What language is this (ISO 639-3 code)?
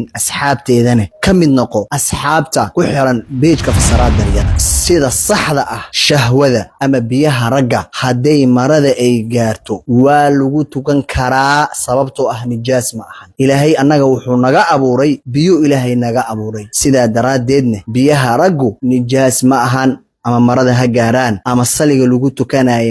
som